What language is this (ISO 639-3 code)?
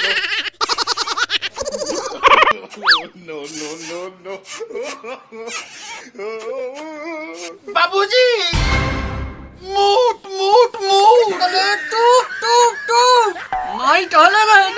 bho